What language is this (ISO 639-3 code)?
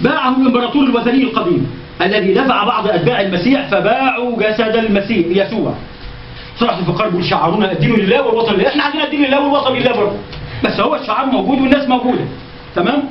arz